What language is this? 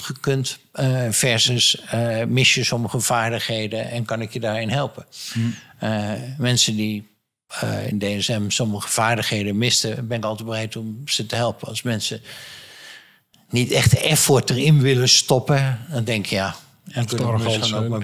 Dutch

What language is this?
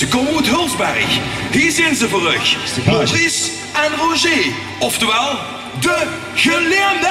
Limburgish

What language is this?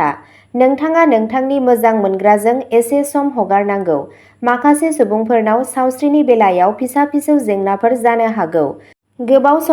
Bodo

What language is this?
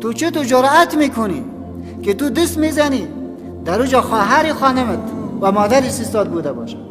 Persian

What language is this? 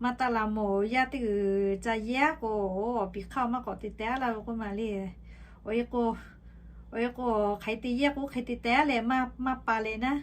Lahu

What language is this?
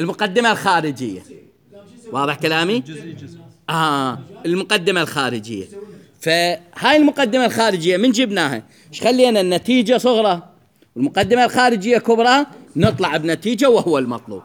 Mesopotamian Arabic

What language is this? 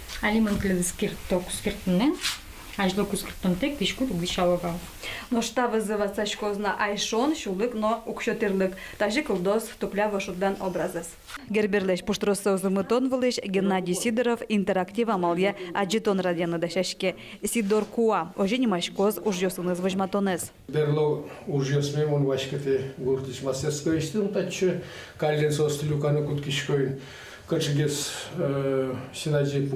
Udmurt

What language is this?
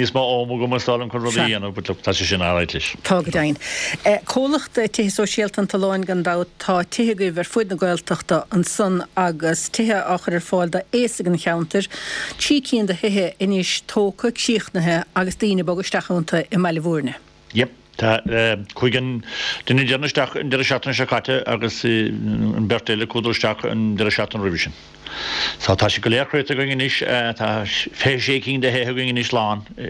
Irish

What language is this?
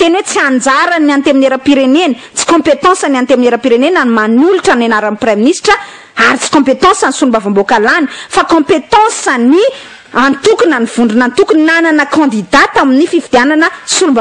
Malagasy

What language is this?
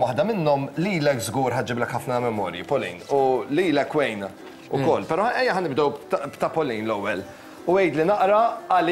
Maltese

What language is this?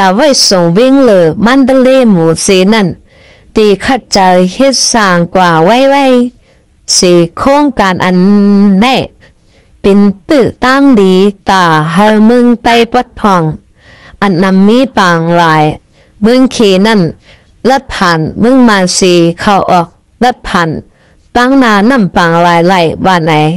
Shan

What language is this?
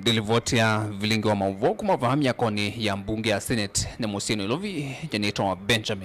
Kamba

